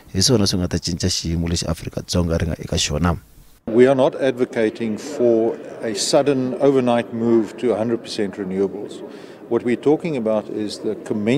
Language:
Tsonga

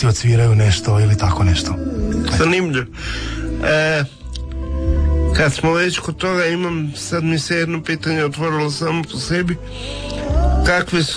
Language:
Croatian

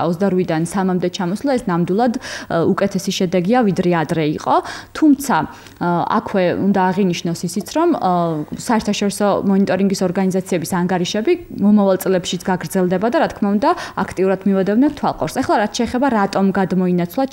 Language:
Georgian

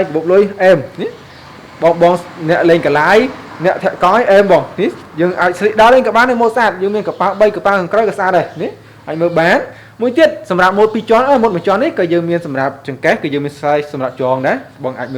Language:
Khmer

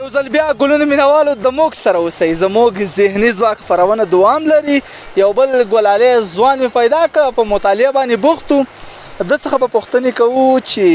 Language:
Pashto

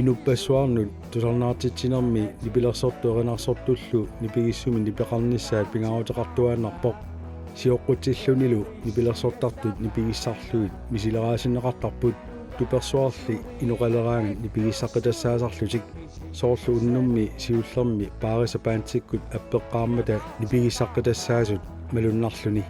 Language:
Kalaallisut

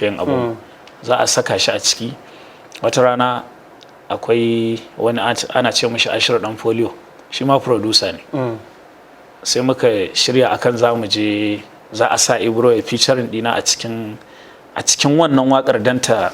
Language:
Hausa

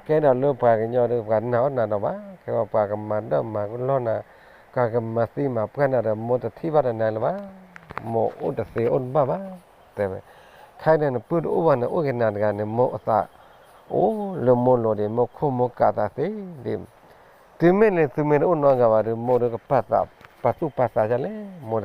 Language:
S'gaw Karen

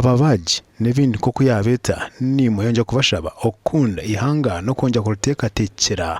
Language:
Nyankole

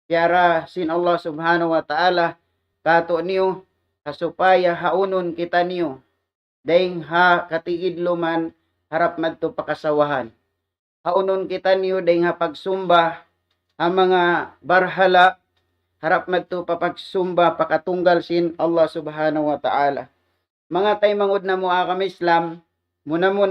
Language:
Tausug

